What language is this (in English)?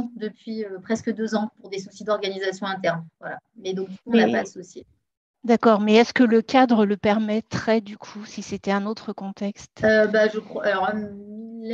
French